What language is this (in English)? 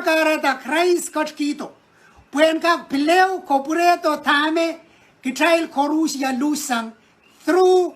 Pohnpeian